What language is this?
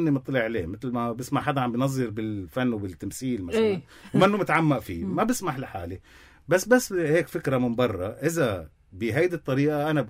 North Levantine Arabic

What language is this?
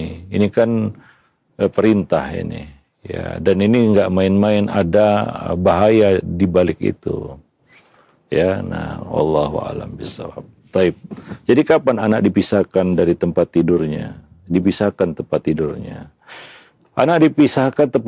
Indonesian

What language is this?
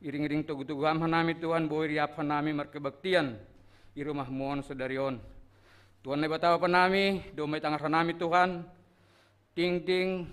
Batak Simalungun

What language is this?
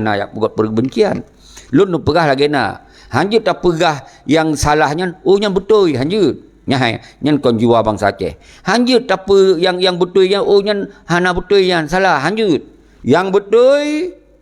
Achinese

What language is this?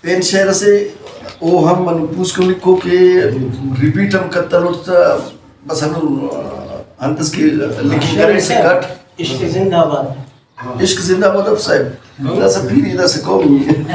Brahui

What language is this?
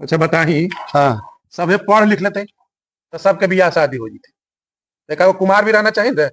Magahi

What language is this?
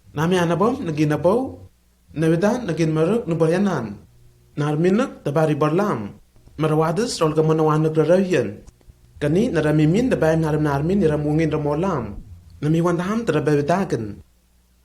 Lenakel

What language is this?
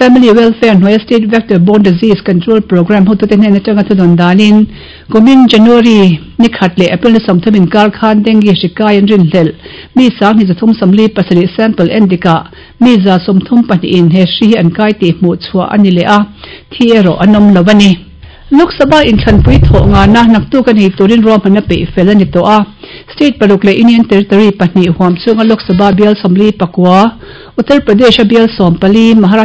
Mizo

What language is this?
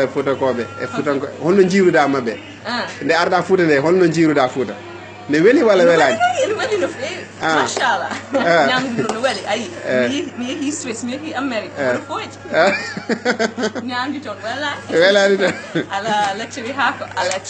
Fula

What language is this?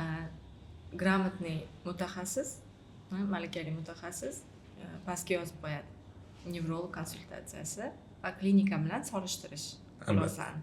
Uzbek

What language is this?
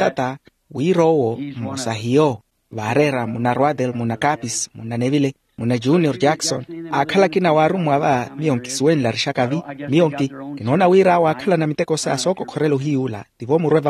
Makhuwa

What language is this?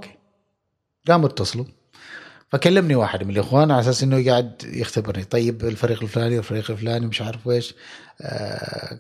Gulf Arabic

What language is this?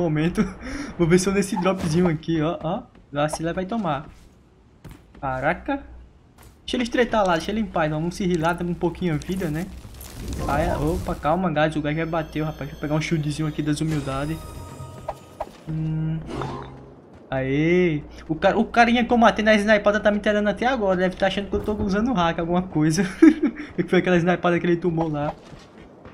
Portuguese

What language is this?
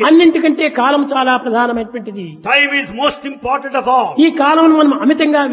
Telugu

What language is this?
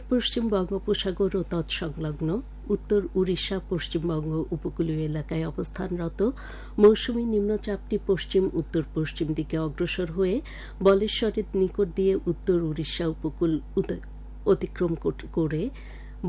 Bangla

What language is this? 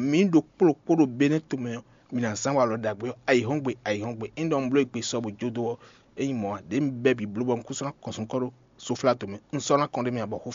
Fon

